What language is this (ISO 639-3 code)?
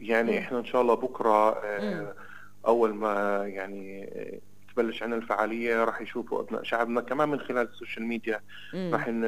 apc